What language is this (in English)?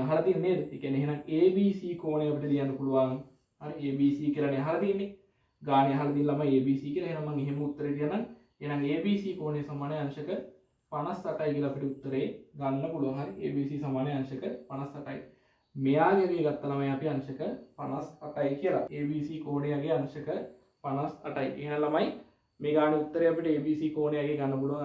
Sinhala